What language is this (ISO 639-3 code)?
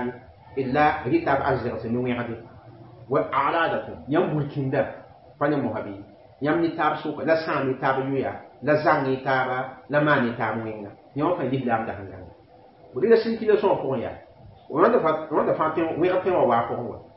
mos